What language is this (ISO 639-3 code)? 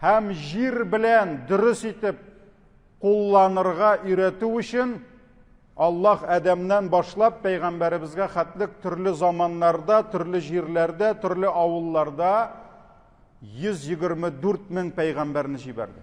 tat